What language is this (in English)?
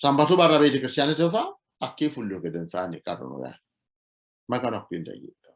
Sidamo